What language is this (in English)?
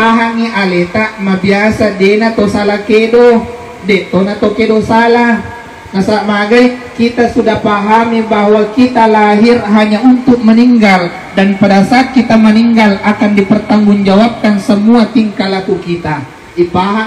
Buginese